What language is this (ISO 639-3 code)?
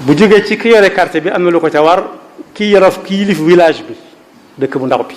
wol